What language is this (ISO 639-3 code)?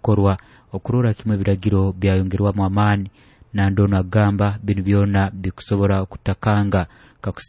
nyo